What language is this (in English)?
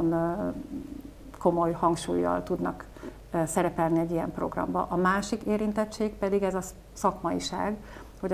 Hungarian